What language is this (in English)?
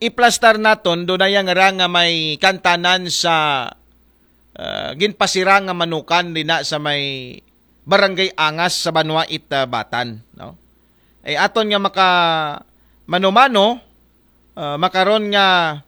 Aklanon